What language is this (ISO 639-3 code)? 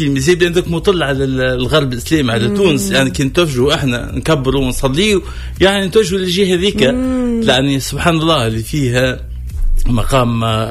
aeb